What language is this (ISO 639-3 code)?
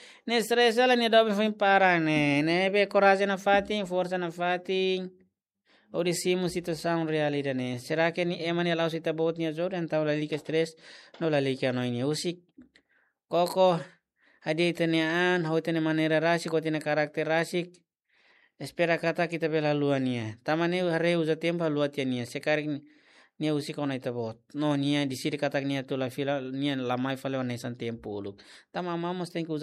tet